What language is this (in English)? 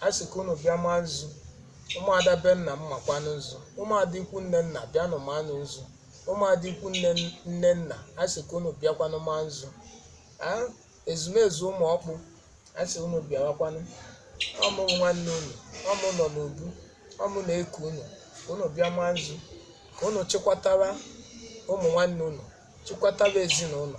Igbo